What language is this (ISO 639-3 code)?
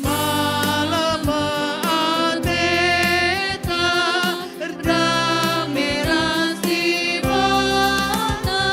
btx